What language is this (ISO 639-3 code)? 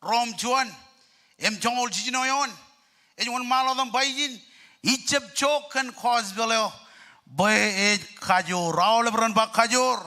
mah